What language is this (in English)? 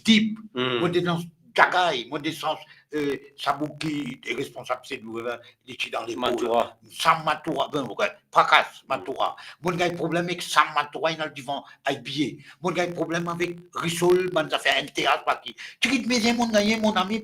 Morisyen